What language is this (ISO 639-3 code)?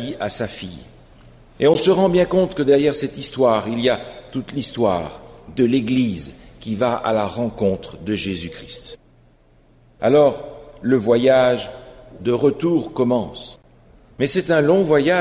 fra